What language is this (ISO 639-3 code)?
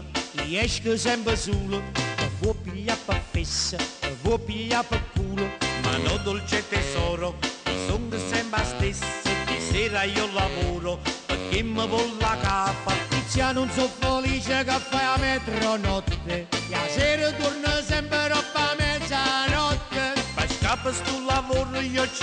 nap